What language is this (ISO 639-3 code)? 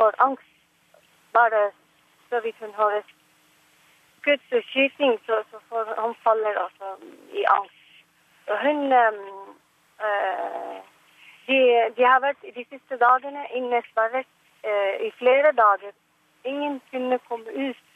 nor